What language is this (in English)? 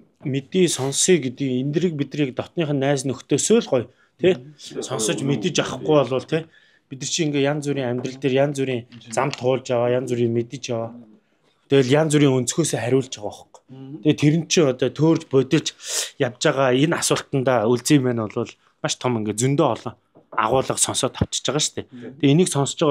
Mongolian